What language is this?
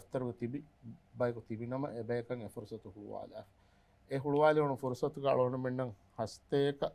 Divehi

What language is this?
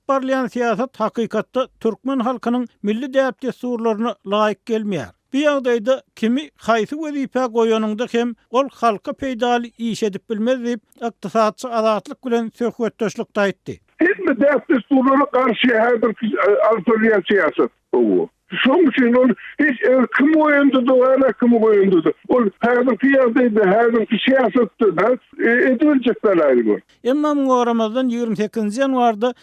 Turkmen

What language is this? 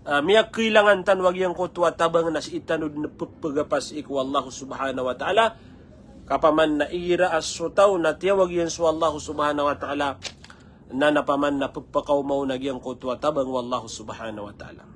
Maranao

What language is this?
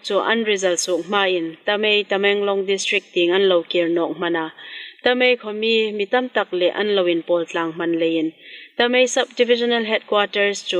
Hmar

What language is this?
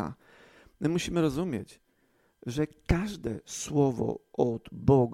Polish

